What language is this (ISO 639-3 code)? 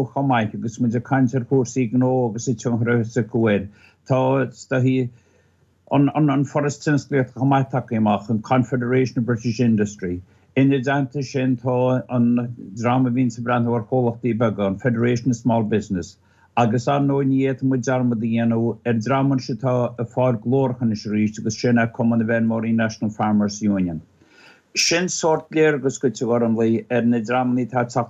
gle